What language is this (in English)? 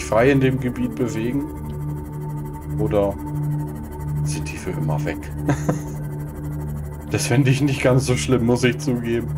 German